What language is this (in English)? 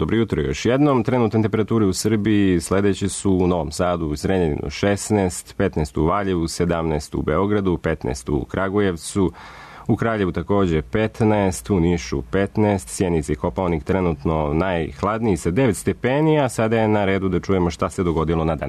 Serbian